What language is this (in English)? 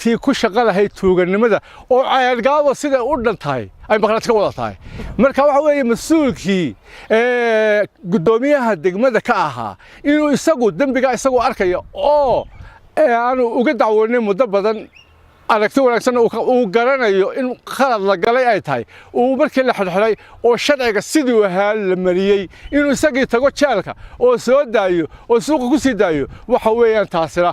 Somali